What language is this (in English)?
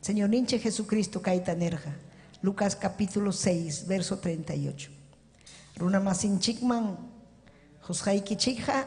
Ayacucho Quechua